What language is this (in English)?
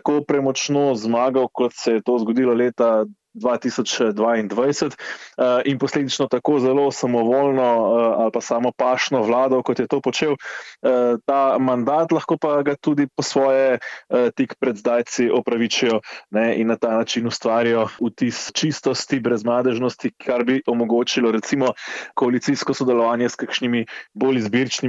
Slovenian